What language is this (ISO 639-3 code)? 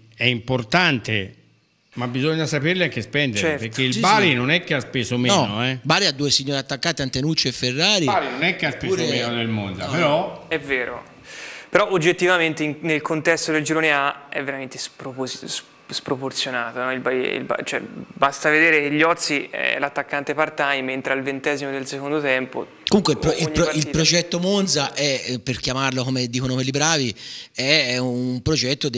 ita